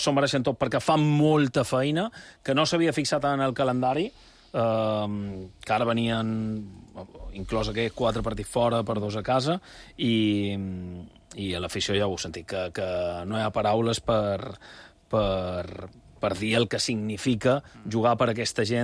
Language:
Catalan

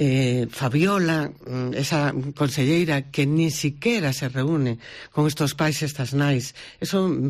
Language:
Galician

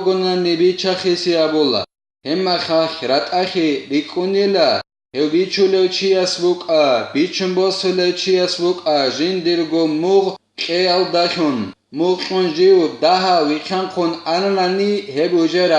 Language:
Avaric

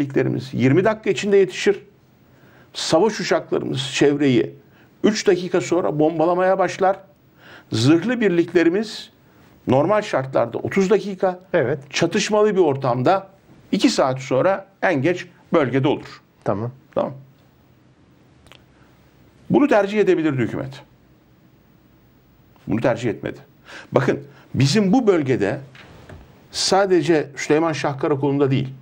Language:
Turkish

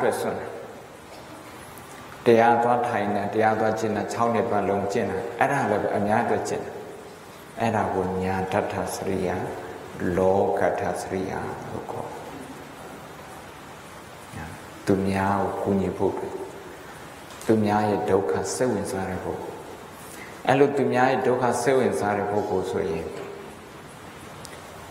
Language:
Burmese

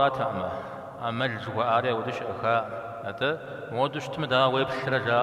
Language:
Kabardian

